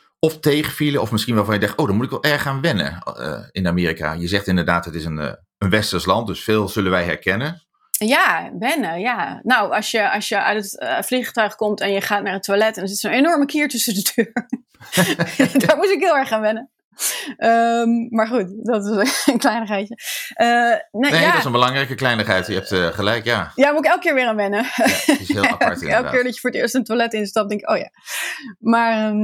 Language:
Dutch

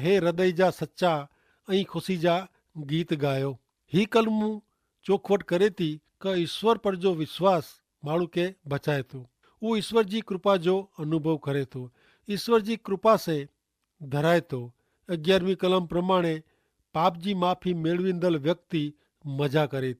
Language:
Kachhi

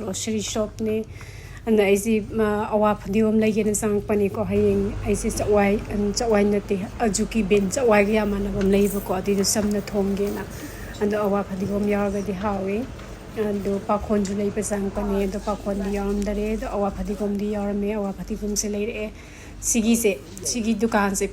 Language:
Manipuri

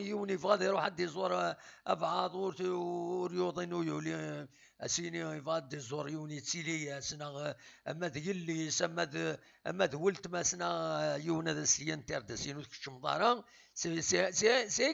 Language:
Kabyle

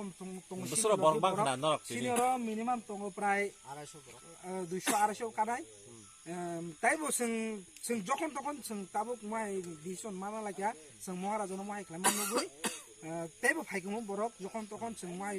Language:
Kok Borok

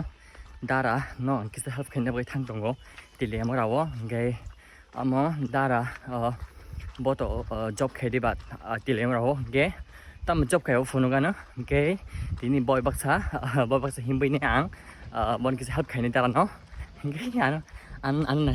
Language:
Kok Borok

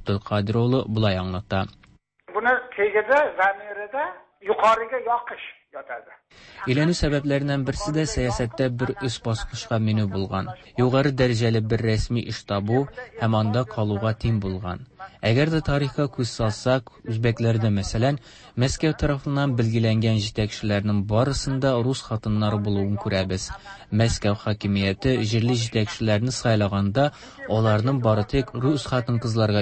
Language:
Tatar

